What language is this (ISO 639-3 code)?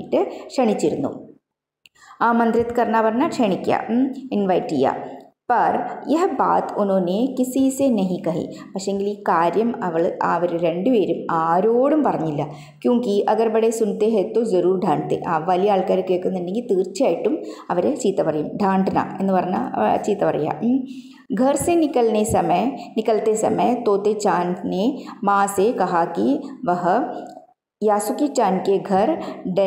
mal